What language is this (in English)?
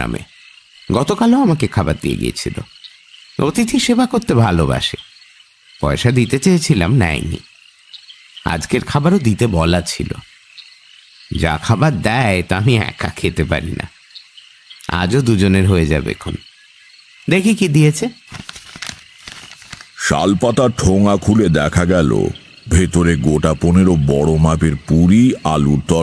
Bangla